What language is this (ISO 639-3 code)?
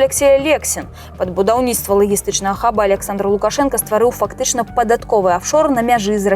bel